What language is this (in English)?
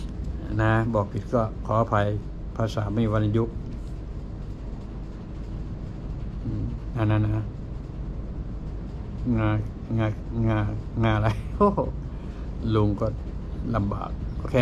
Thai